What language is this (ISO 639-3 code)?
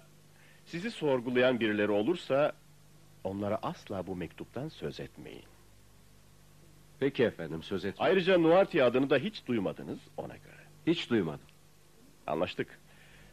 tur